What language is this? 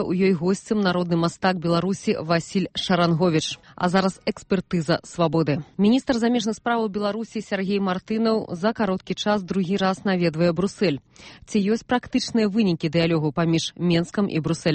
Belarusian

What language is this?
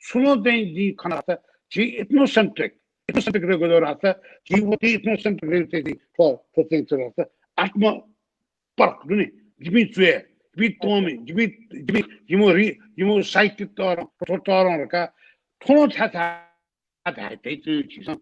Newari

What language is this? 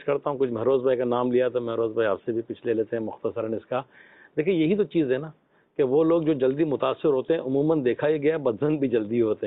Urdu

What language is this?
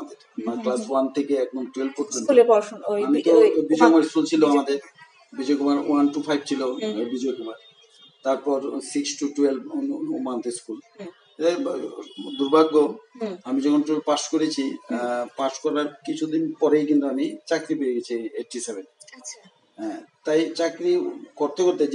Bangla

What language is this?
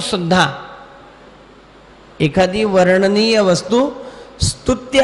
Marathi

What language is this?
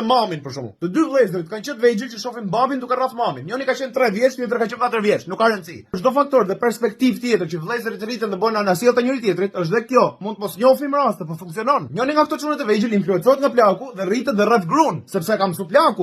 Albanian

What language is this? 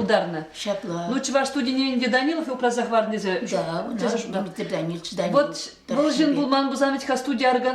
Chuvash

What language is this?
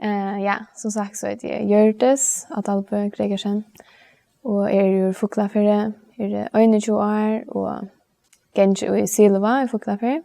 Faroese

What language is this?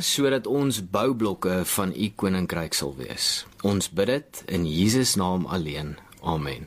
Afrikaans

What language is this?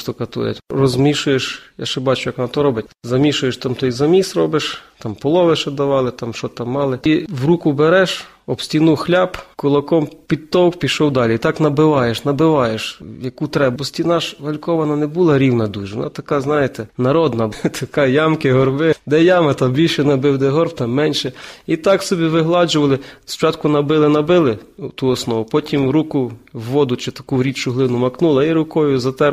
Ukrainian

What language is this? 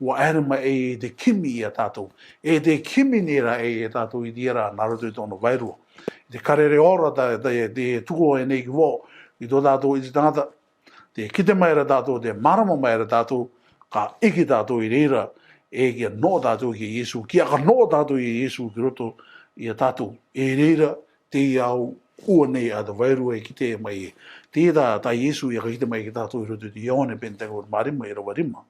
Rarotongan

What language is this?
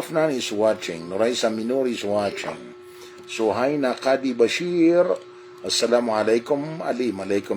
Maranao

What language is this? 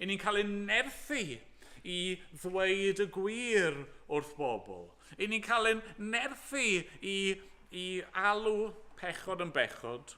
Welsh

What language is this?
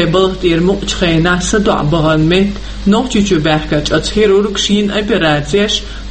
Chechen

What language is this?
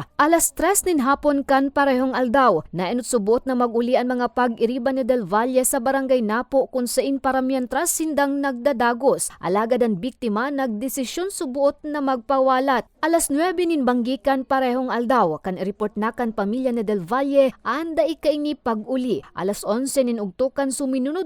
Bikol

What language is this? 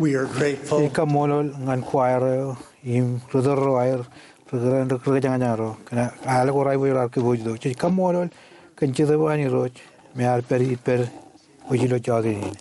Marshallese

